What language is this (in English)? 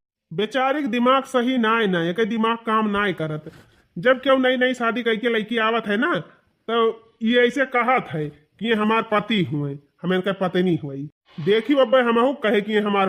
Awadhi